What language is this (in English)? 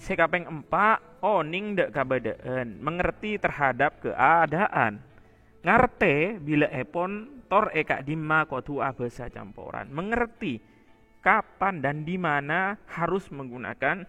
Madurese